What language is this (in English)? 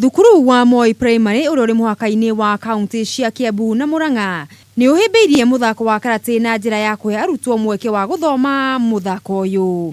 Kikuyu